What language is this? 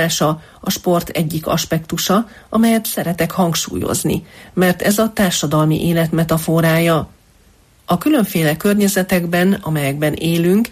Hungarian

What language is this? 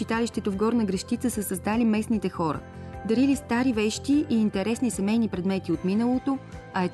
Bulgarian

